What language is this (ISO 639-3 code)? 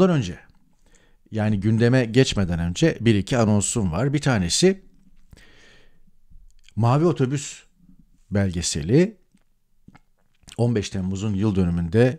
tur